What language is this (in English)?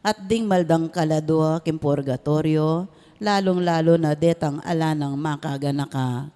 Pampanga